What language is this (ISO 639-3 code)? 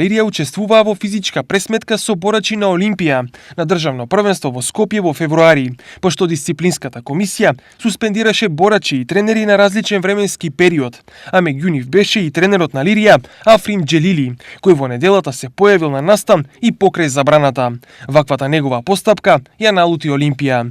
mkd